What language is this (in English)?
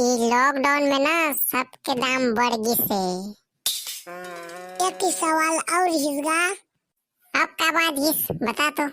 Chhattisgarhi